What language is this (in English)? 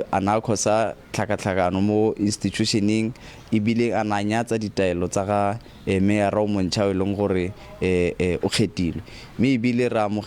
Tswana